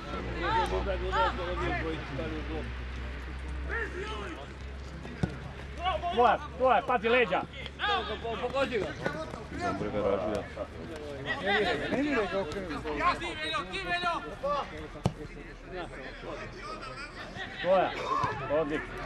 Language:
Serbian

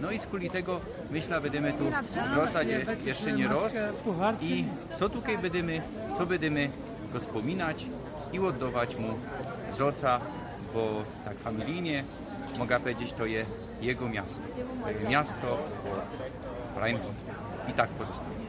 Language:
Silesian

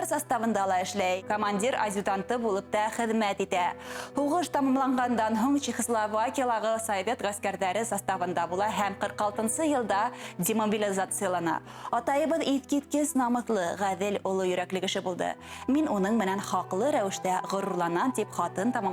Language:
Bashkir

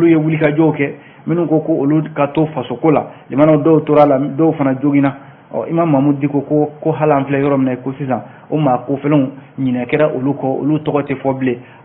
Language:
Bambara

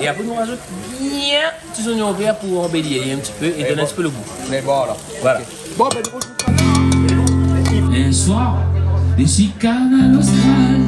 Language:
Réunion Creole French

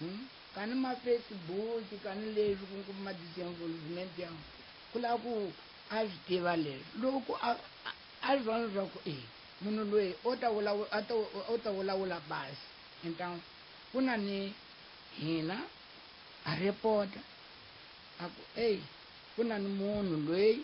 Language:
Tsonga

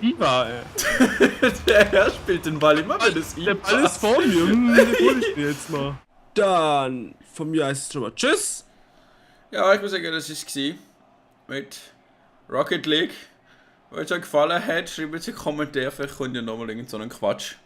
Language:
Swiss German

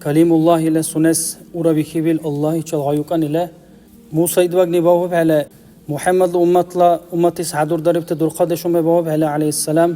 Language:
Dargwa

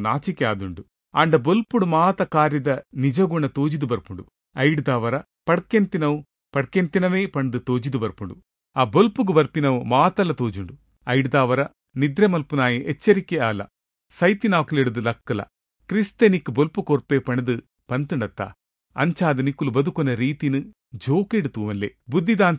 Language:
Tulu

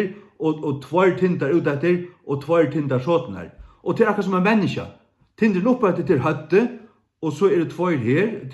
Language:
Faroese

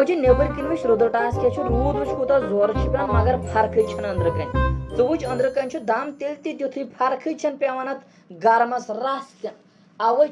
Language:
Kashmiri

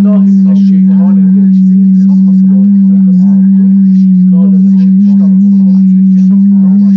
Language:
South Azerbaijani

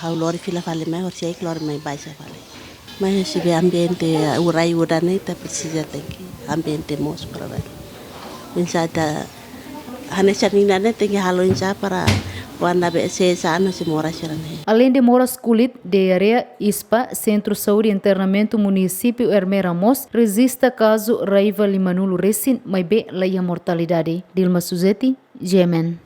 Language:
Tetum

